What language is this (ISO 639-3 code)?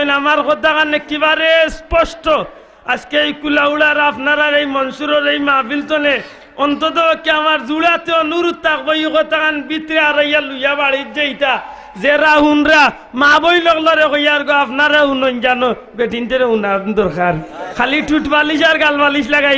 syl